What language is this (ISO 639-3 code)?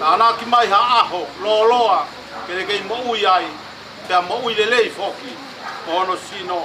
ton